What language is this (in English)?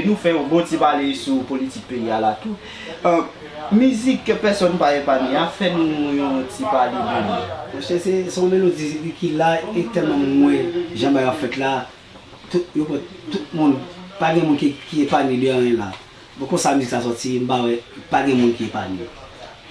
Haitian Creole